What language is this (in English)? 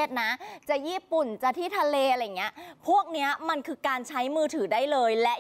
Thai